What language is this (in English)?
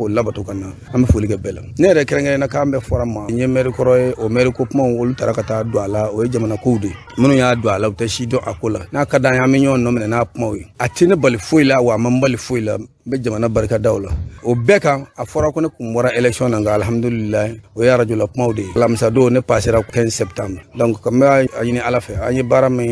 Bambara